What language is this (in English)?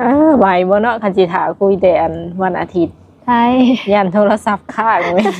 Lao